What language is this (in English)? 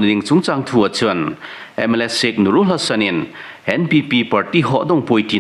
Thado Chin